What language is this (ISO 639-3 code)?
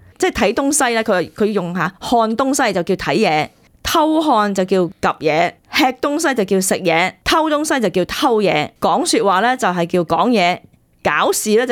yue